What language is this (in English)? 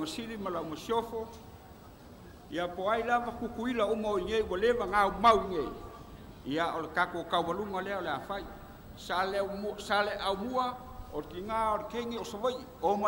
Samoan